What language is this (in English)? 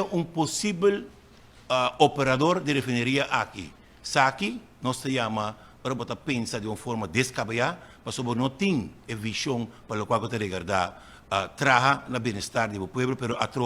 Papiamento